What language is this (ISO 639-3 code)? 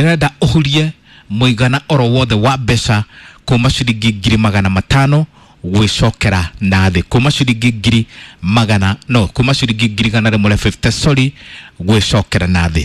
kik